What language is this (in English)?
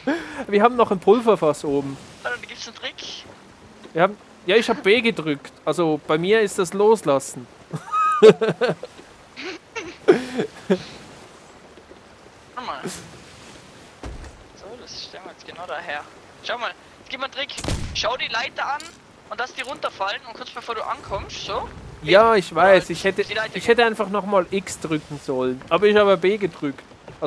German